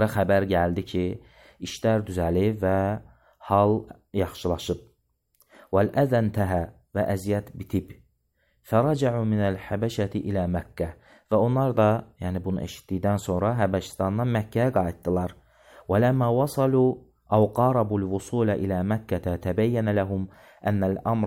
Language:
Azerbaijani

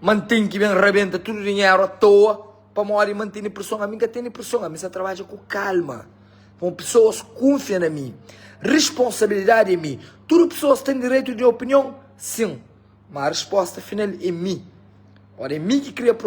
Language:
Kabuverdianu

